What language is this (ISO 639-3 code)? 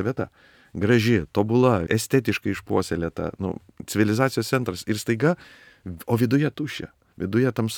lit